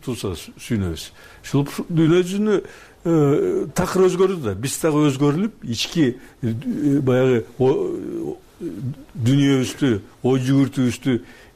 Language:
Kyrgyz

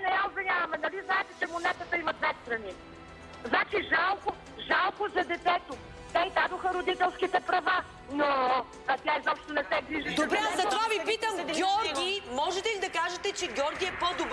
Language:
Bulgarian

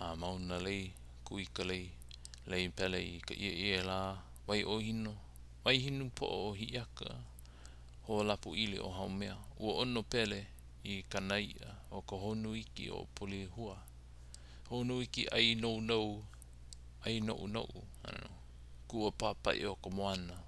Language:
Hawaiian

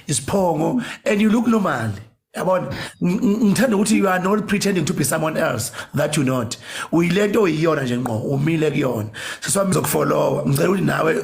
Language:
Zulu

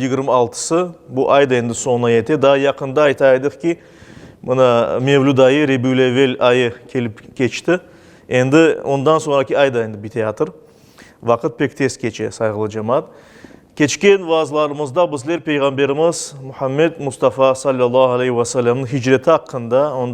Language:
Crimean Tatar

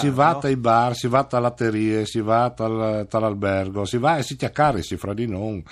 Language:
Friulian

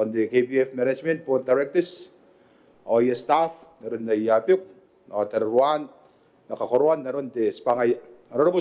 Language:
Gilbertese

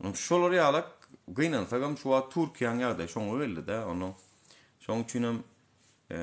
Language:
Turkmen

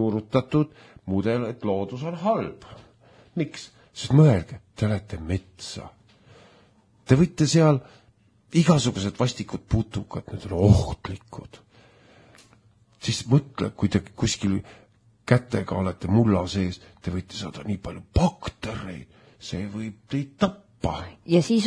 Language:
Estonian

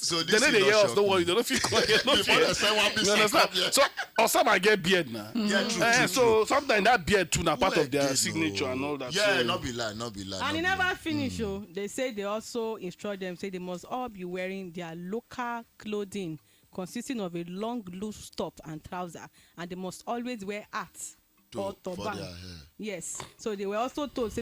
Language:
Nigerian Pidgin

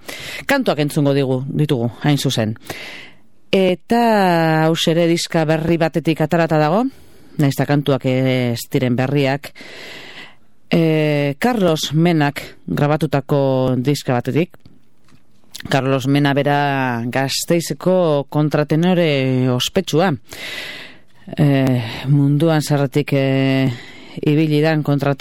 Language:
Basque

